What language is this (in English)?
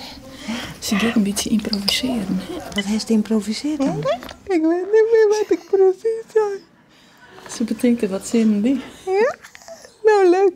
Western Frisian